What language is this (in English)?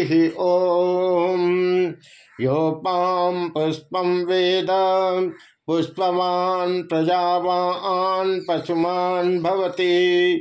Sanskrit